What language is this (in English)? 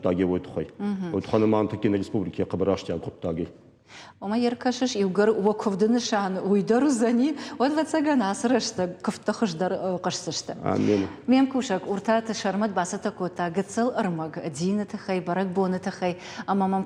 Ossetic